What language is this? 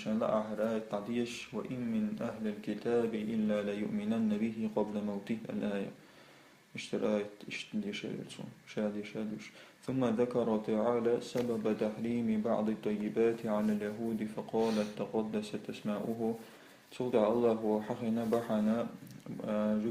Chechen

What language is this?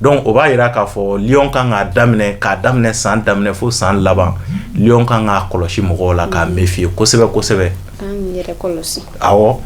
Bambara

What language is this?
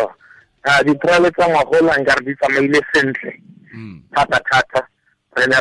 Tswana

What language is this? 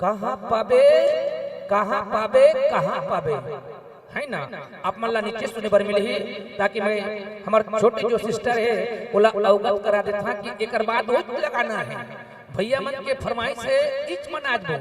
Chhattisgarhi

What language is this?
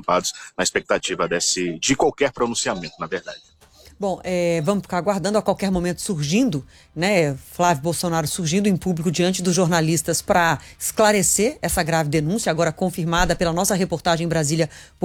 Portuguese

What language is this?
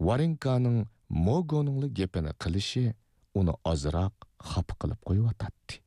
Uyghur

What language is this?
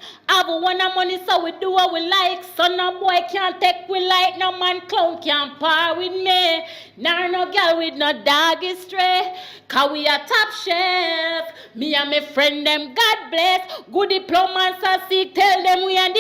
Jamaican Creole English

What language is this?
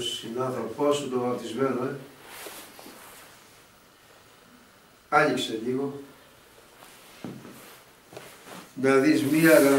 Greek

